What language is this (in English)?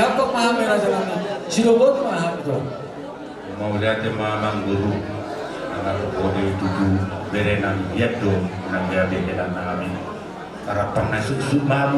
Batak Toba